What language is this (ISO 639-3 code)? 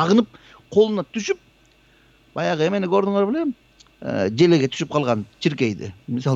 kir